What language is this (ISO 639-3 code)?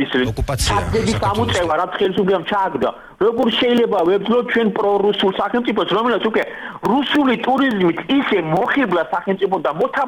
kat